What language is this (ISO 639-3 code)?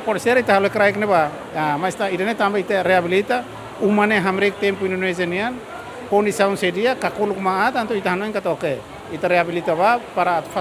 tet